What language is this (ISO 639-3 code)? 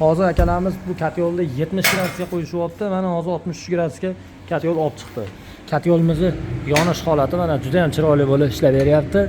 uzb